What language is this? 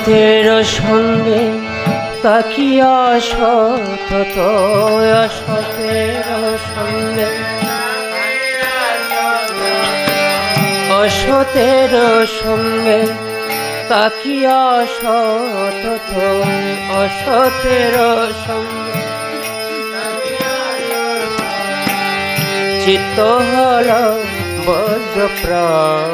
Bangla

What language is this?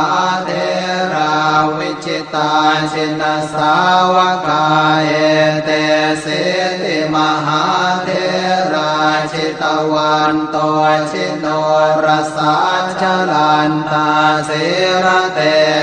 Pali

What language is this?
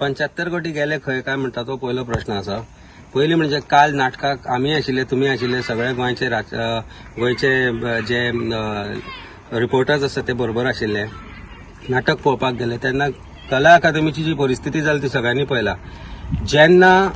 Konkani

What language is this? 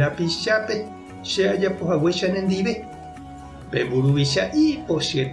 Guarani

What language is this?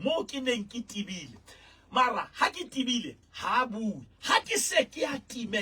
Southern Sotho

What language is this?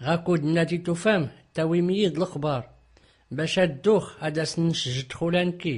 Tachelhit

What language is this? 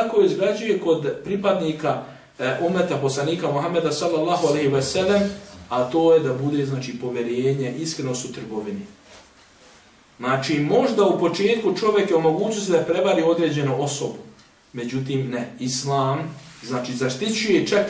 Bosnian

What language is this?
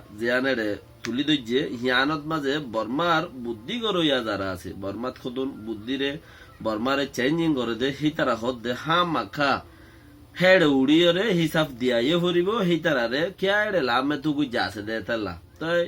Rohingya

